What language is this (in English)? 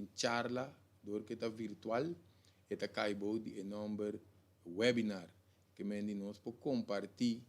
Papiamento